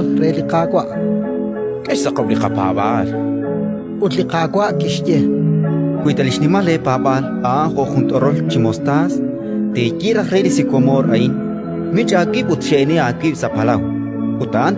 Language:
Kekchí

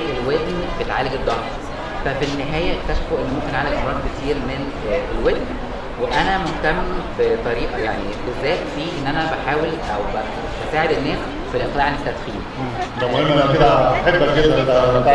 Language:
Egyptian Arabic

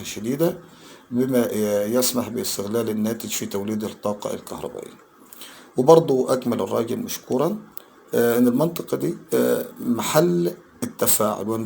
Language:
Egyptian Arabic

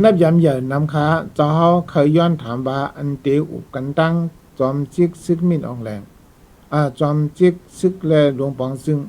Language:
Shan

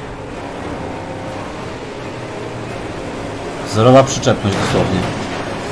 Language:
Polish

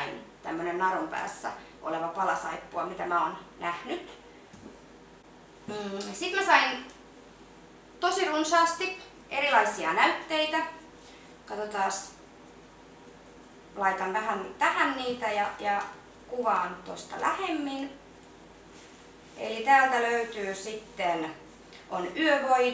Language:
Finnish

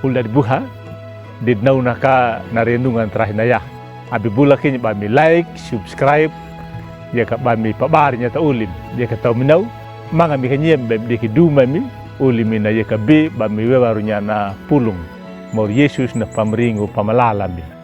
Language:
Anakalangu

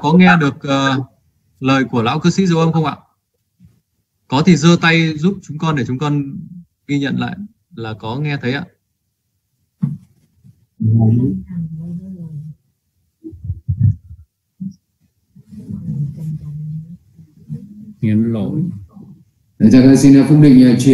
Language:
Vietnamese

